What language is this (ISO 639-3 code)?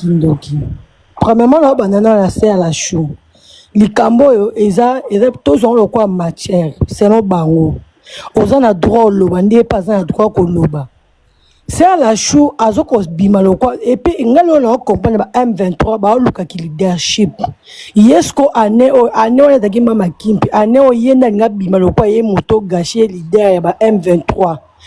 lin